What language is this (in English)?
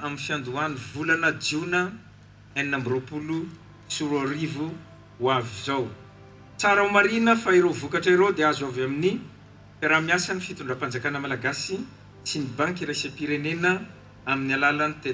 Malagasy